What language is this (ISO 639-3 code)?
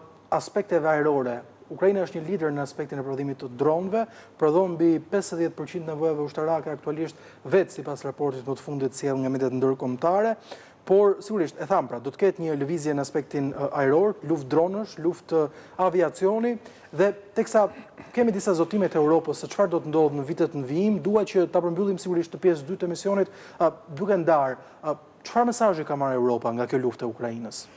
sqi